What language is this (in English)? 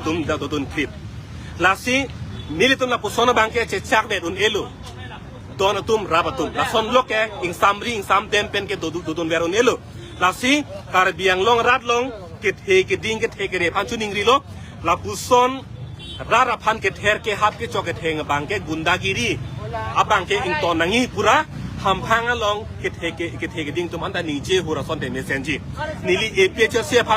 Karbi